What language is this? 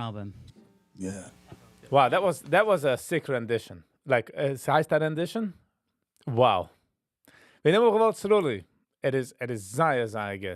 Yiddish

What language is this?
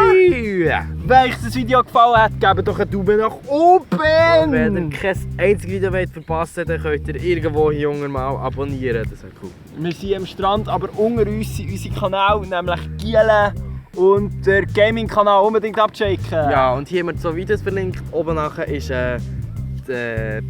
Swiss German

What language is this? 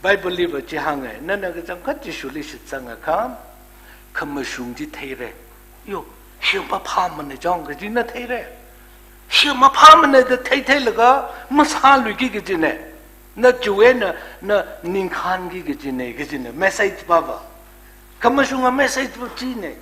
Tangkhul Naga (India)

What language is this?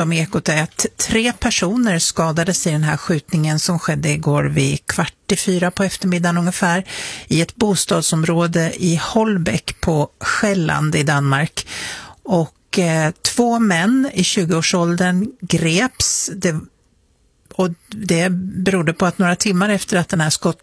Swedish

